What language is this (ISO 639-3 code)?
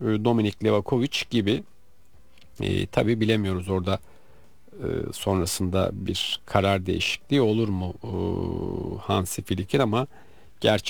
tur